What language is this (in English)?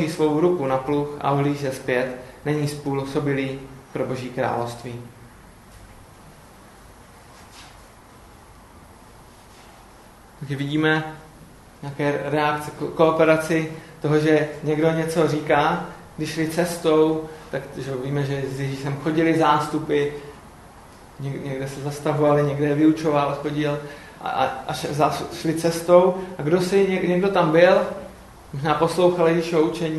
Czech